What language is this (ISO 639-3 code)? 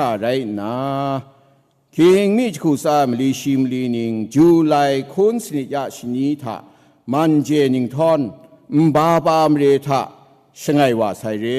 kac